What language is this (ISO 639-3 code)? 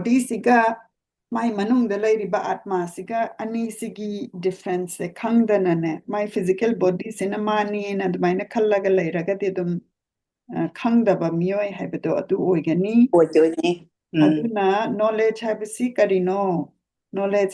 mni